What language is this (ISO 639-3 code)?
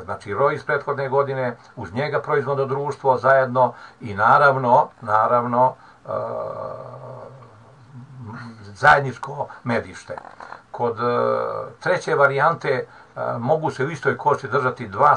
hrv